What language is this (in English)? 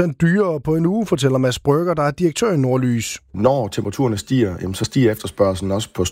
Danish